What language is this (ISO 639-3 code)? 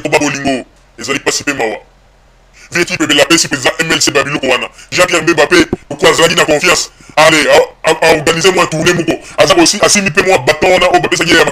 lin